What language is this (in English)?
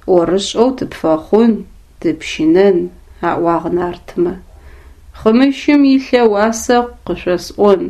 Adyghe